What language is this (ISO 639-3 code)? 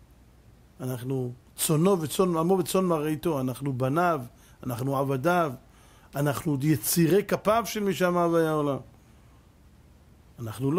heb